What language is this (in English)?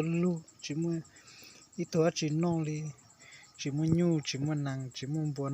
Hmong